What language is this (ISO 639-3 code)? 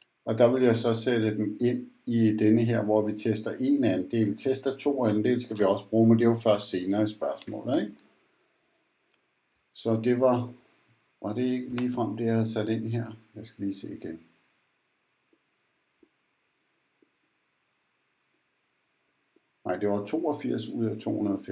dan